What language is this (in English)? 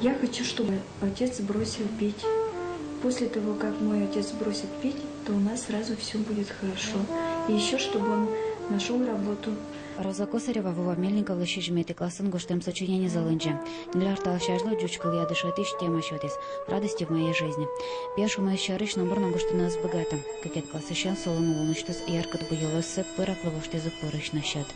Udmurt